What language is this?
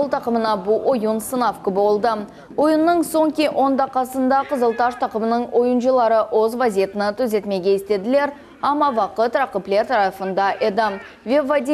Crimean Tatar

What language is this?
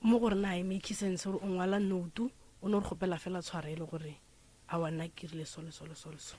Northern Sotho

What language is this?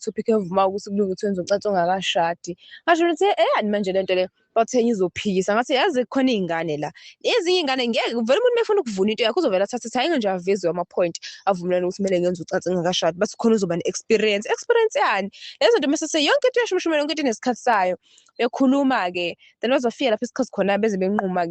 Zulu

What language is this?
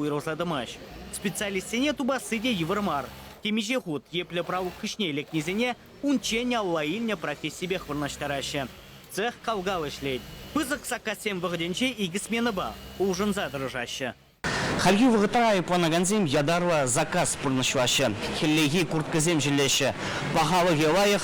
Chuvash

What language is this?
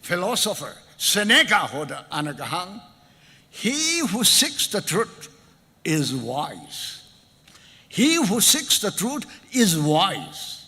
Tangkhul Naga (India)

